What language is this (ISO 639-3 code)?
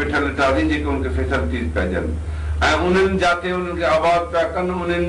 snd